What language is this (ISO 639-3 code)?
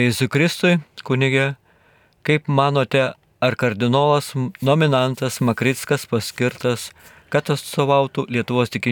lit